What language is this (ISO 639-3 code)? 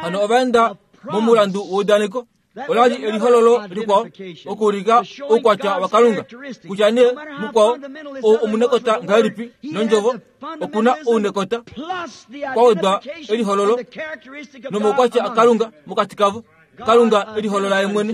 kua